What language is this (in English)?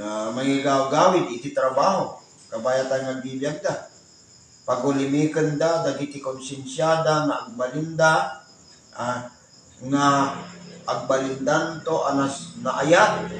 Iloko